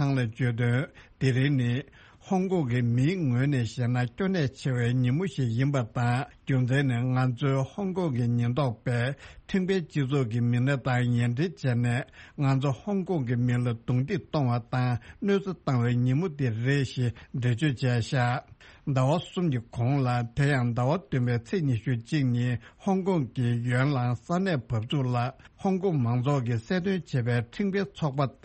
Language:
Tibetan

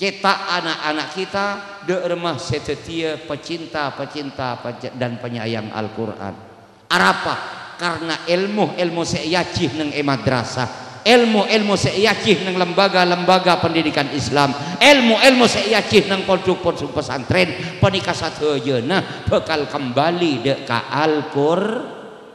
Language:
Madurese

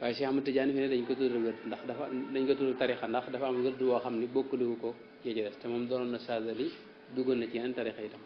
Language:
Wolof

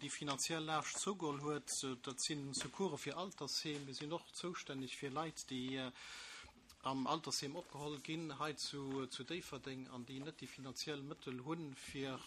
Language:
Luxembourgish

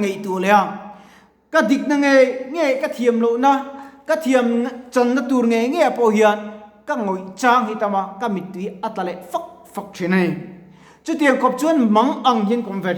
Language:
Mizo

